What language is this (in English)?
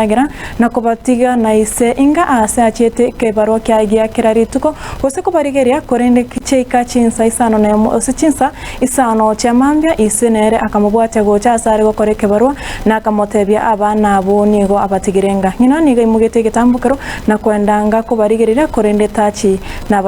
Gusii